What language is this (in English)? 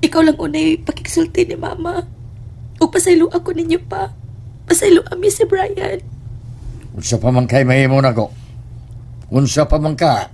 Cebuano